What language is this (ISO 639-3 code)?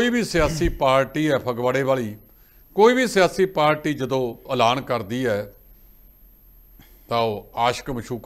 pan